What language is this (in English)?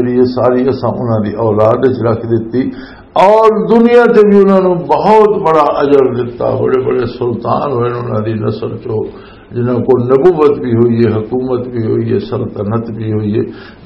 Western Panjabi